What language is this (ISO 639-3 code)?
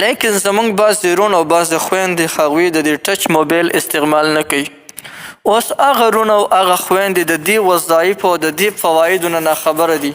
pus